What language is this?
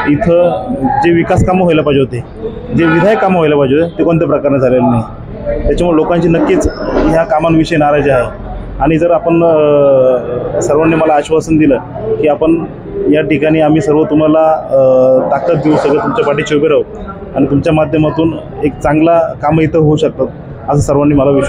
Marathi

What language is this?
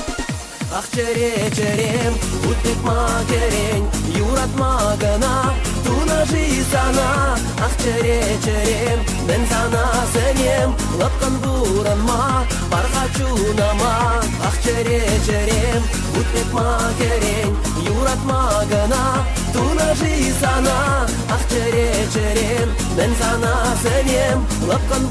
Chuvash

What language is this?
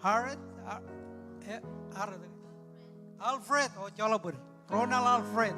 Marshallese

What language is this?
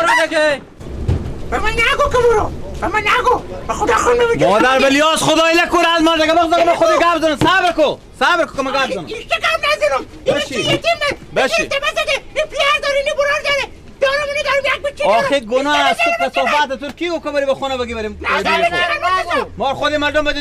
Persian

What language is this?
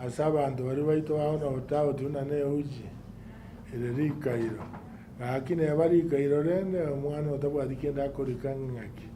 Gusii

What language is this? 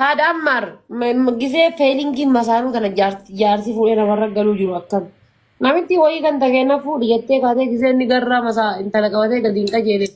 Oromo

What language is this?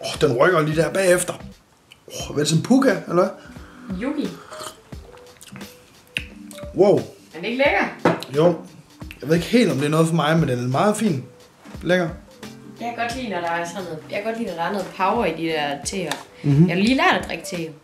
Danish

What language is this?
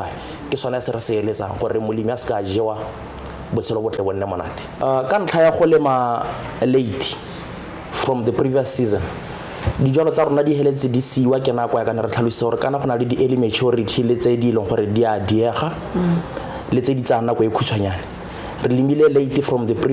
Tswana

